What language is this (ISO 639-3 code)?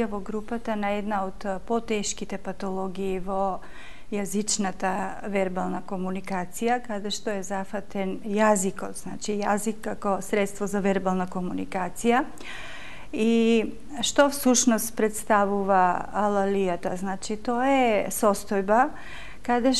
mkd